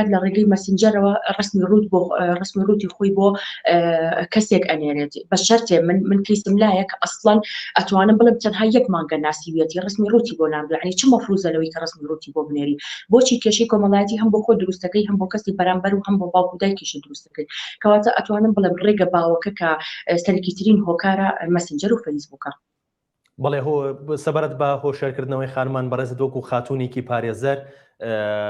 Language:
Central Kurdish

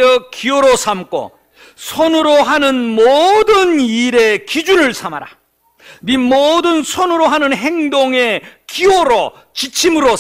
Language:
Korean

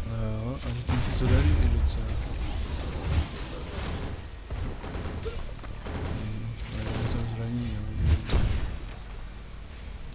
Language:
Czech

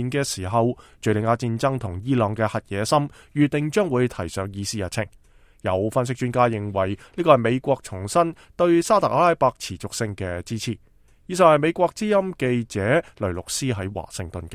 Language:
Cantonese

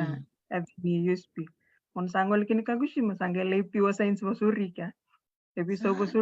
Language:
Fijian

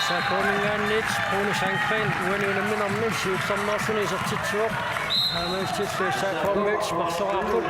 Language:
Kalaallisut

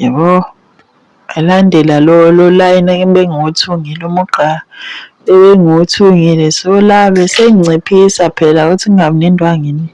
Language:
Zulu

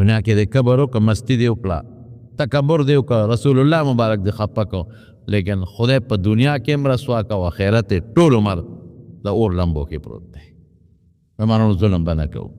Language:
Pashto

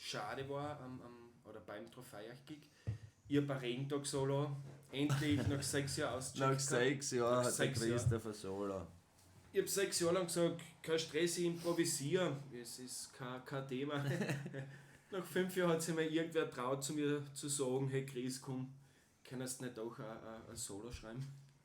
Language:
Bavarian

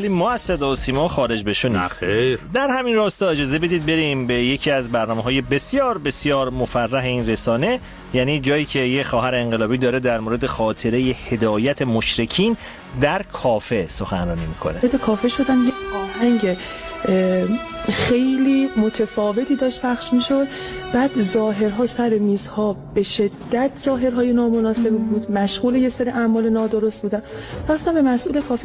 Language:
Persian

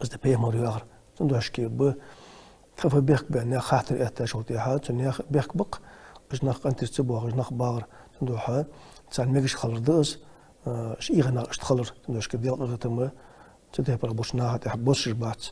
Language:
Ingush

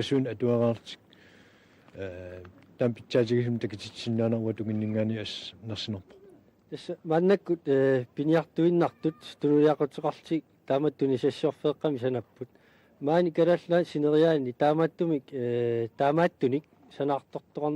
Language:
Kalaallisut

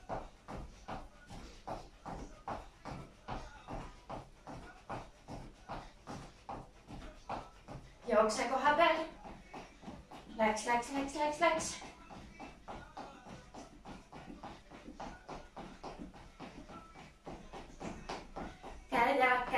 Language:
Estonian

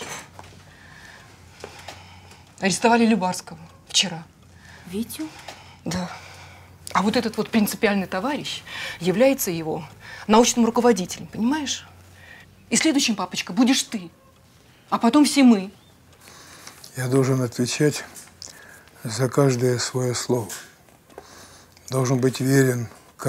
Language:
Russian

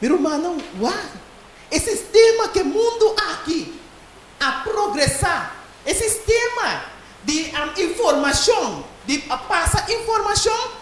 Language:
Papiamento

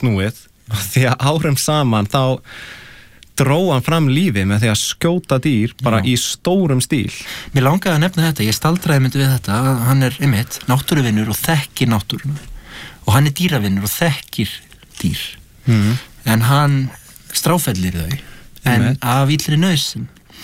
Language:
Icelandic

